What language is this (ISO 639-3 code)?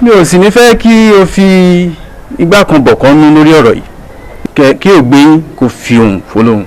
yor